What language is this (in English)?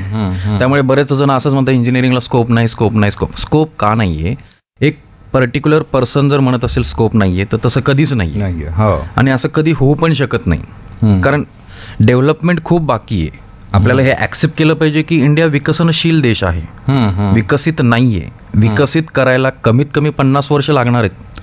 Marathi